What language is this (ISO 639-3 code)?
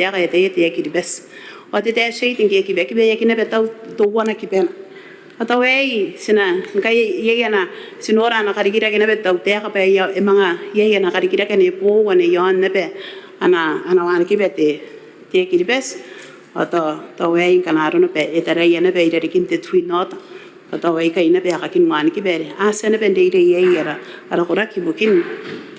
gil